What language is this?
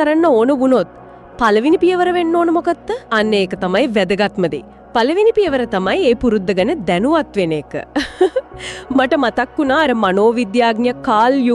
Sinhala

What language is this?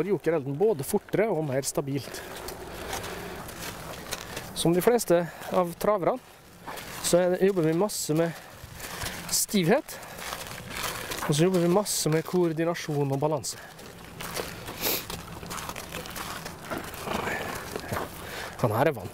Norwegian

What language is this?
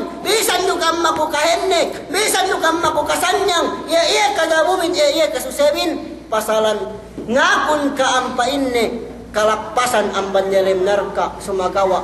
Yakan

